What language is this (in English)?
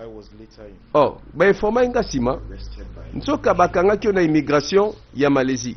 Lingala